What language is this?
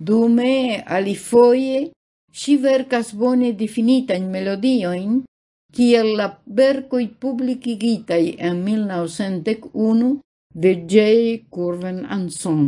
Esperanto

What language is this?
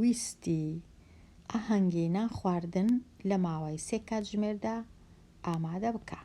Central Kurdish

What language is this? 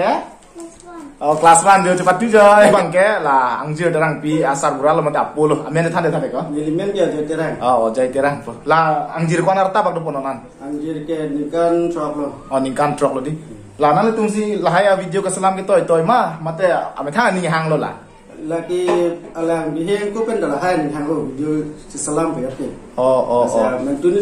Karbi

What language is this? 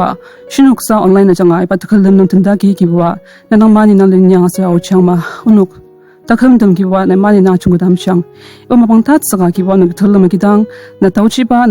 Ao Naga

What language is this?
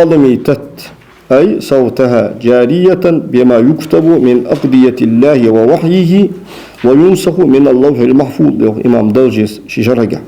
Ingush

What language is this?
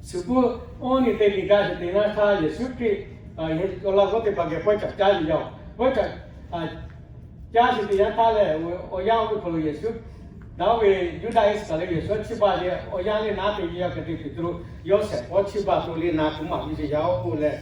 Lahu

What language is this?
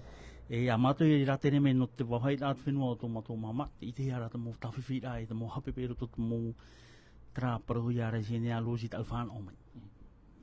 Tahitian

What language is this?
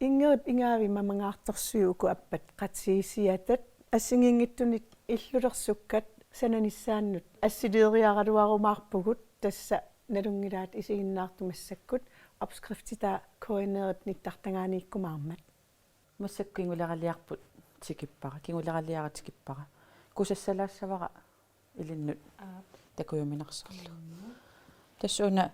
Kalaallisut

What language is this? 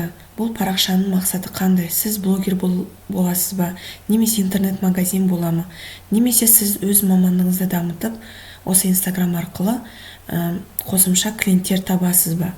Kazakh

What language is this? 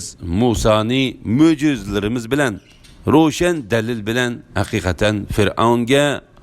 Uyghur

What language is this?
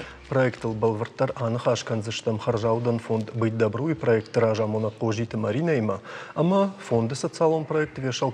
Ossetic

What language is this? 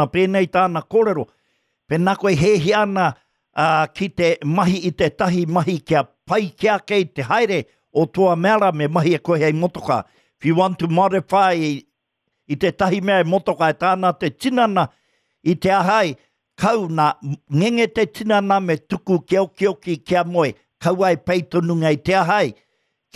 Māori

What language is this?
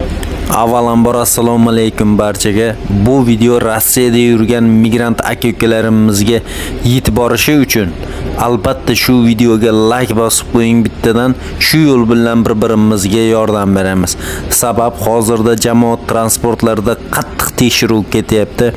Uzbek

